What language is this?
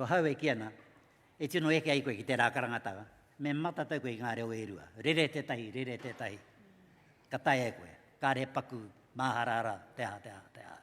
Māori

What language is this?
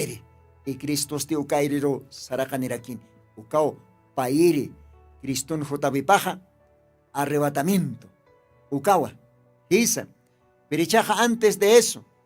Aymara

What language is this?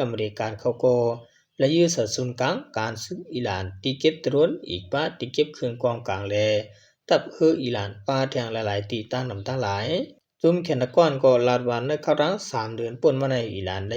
Shan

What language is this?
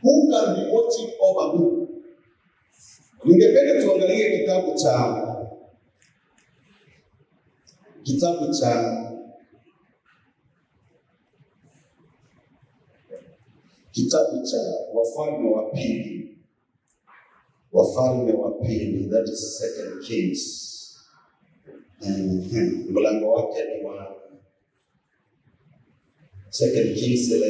Swahili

